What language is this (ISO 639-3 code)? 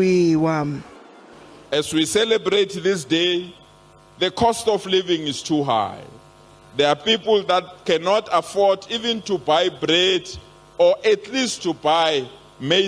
ven